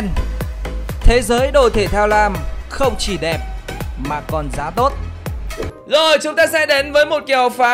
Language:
Vietnamese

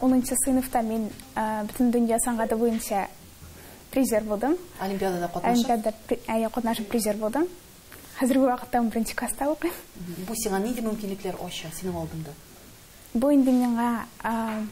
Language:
Tatar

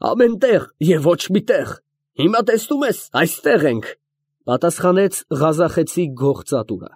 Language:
Armenian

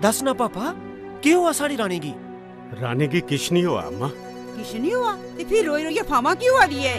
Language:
Dogri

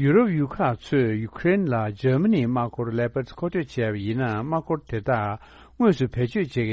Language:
Tibetan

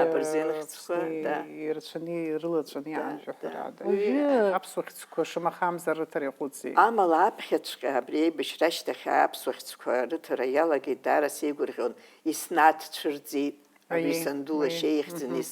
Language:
Abkhazian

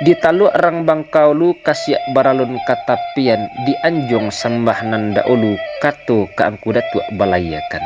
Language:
Minangkabau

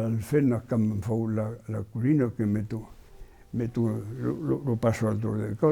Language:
Occitan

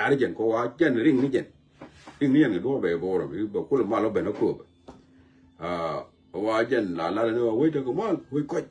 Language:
Nuer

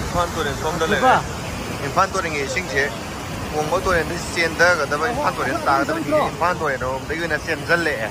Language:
Manipuri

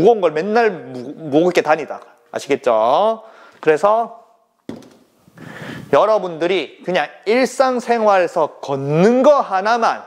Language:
Korean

